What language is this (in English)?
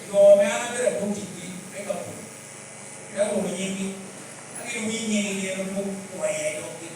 Lango (Uganda)